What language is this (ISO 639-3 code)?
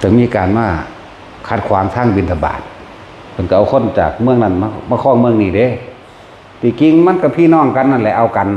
tts